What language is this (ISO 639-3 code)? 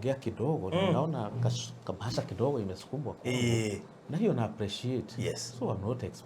kik